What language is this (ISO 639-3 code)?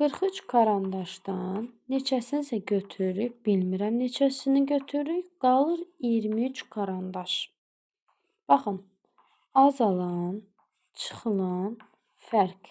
aze